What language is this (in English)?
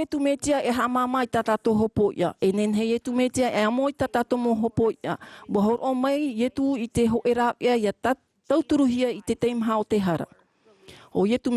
Tahitian